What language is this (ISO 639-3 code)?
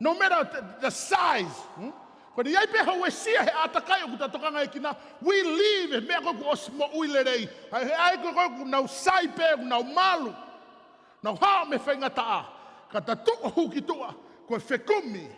ton